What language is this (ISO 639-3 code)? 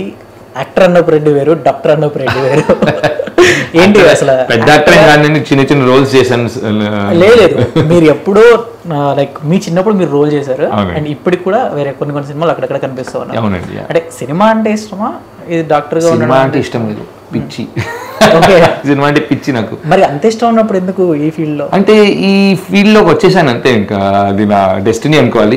tel